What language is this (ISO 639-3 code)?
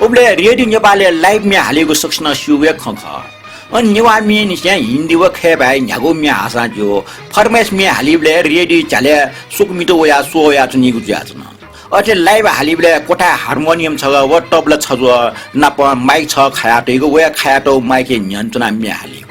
new